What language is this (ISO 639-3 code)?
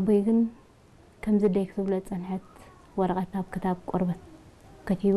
tir